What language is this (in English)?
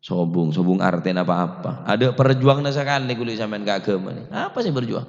Madurese